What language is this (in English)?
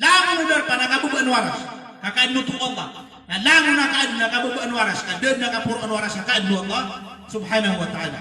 Maranao